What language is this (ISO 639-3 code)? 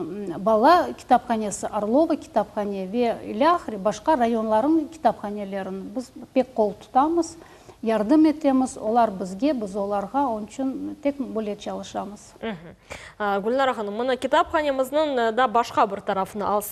crh